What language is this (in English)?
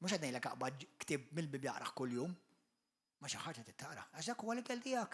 Maltese